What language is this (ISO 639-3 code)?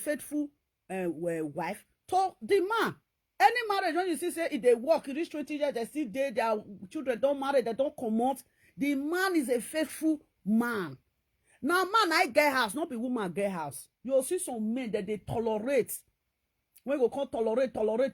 pcm